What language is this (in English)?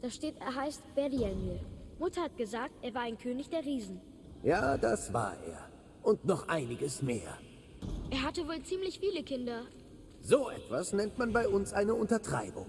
Bavarian